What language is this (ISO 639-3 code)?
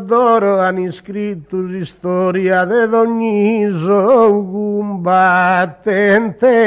srd